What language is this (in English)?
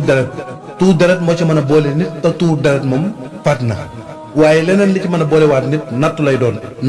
Wolof